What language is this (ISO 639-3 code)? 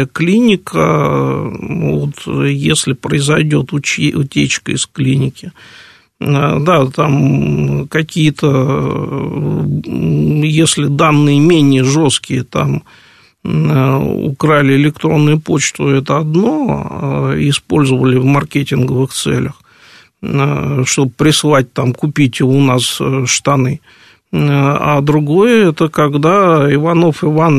rus